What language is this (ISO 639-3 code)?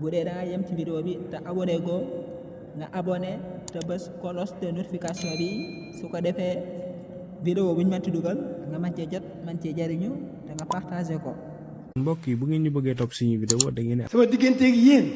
wol